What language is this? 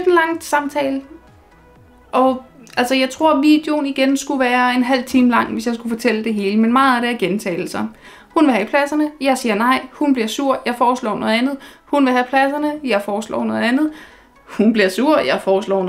Danish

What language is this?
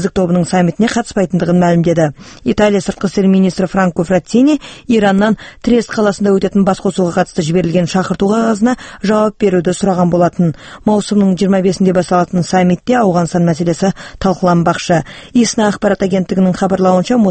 Kazakh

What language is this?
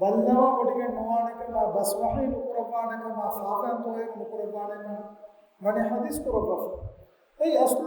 Divehi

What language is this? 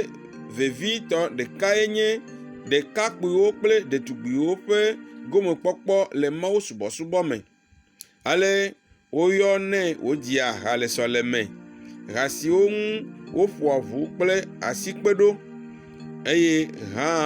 Ewe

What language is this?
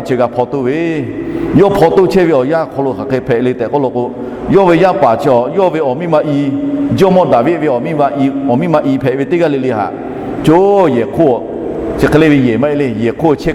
Lahu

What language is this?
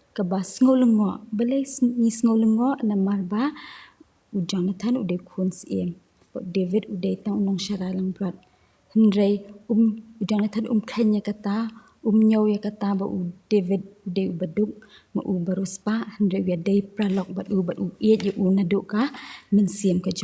Khasi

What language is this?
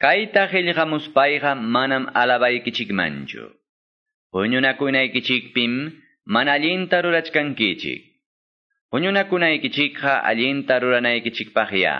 Quechua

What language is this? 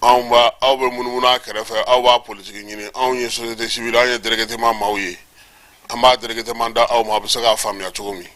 Bambara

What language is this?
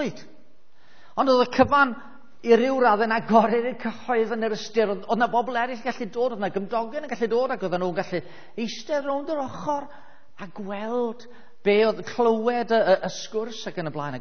Welsh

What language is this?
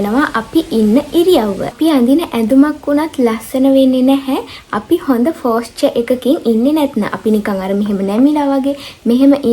Sinhala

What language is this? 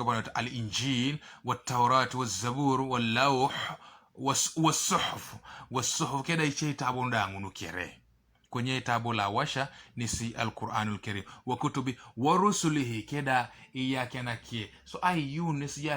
Teso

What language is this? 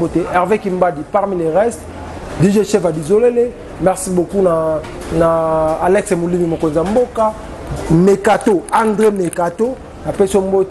Lingala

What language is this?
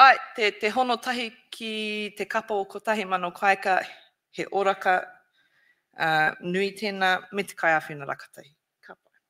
Māori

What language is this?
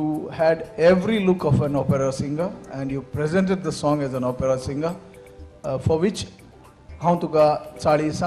Konkani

